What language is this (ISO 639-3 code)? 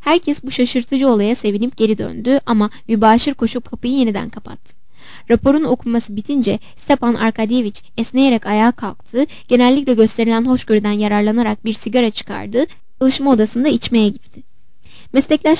tur